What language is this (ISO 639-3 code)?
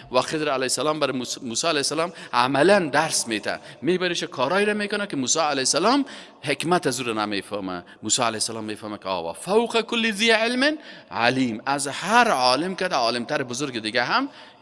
fas